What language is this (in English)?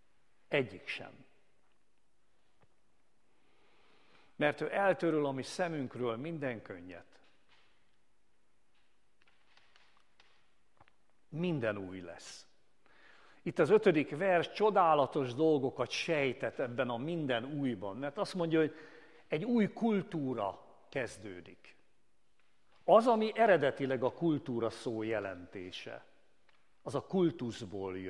Hungarian